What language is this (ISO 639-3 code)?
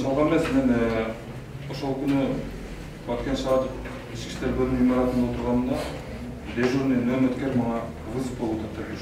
kir